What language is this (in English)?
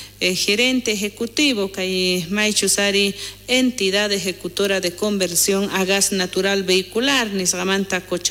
South Bolivian Quechua